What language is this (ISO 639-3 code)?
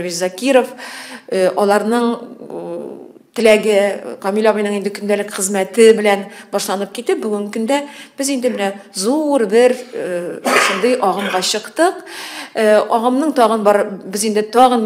tat